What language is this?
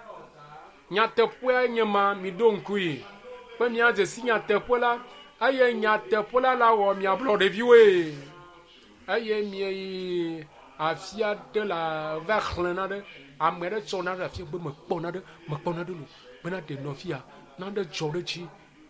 Ewe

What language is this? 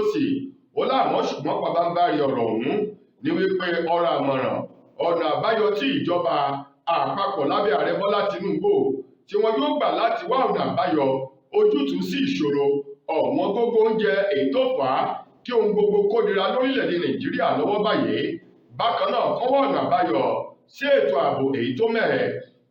Yoruba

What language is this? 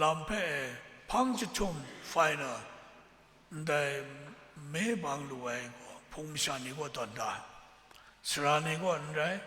Kachin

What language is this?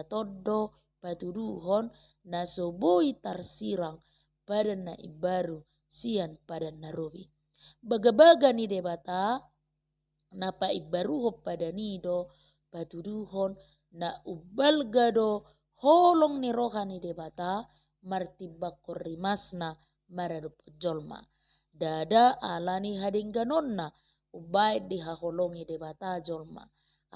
Batak Toba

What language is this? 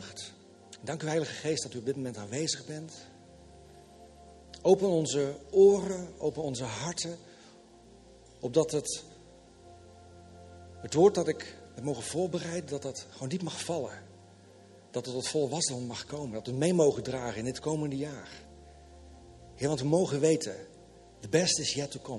Dutch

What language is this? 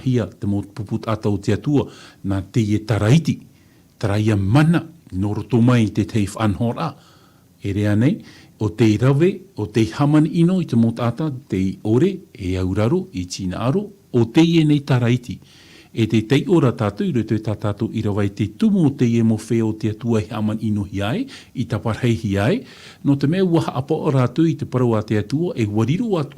Tahitian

